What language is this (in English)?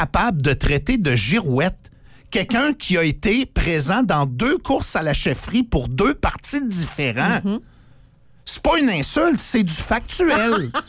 French